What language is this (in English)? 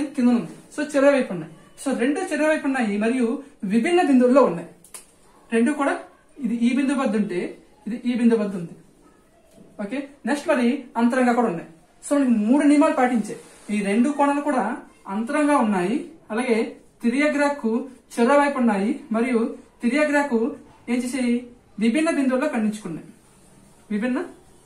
Telugu